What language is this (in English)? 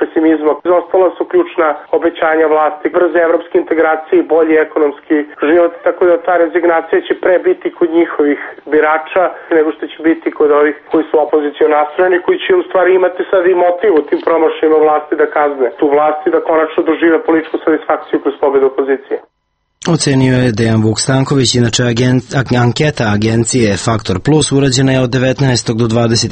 Serbian